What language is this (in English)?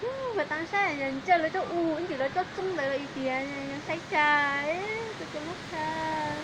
Hmong